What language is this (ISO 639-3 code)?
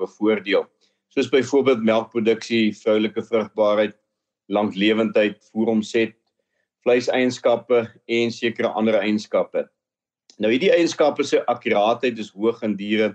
afr